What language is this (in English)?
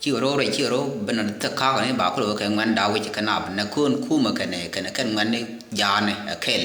Nuer